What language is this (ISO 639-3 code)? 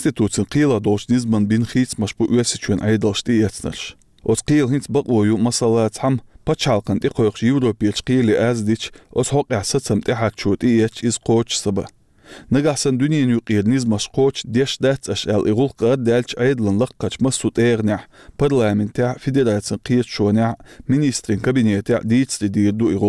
che